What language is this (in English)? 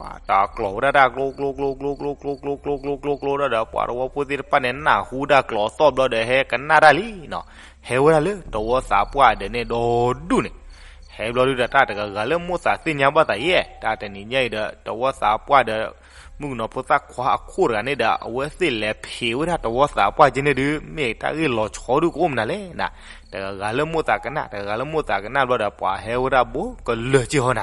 S'gaw Karen